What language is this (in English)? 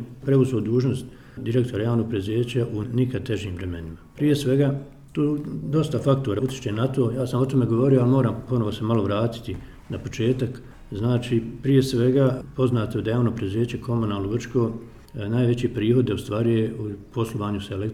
Bosnian